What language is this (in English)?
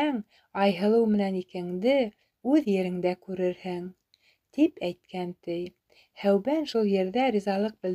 Bashkir